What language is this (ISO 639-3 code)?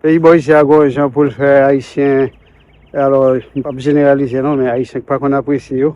hat